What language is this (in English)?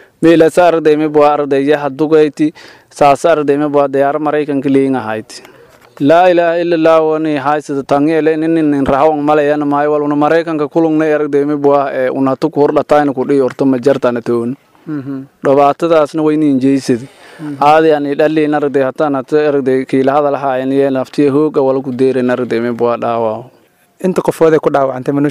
Somali